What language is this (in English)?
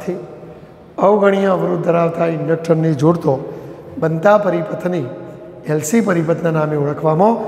Gujarati